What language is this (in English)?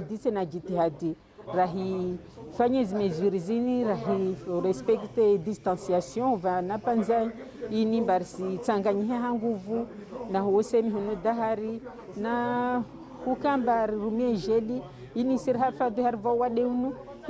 Ngazidja Comorian